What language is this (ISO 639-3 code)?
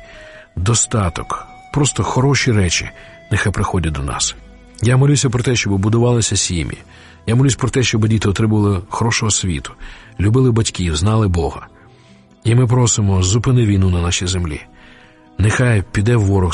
ukr